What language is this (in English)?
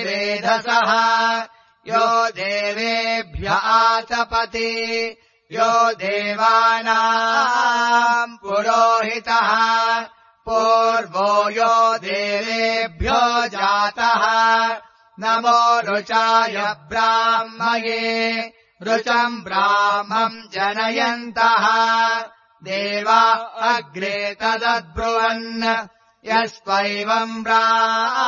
Sanskrit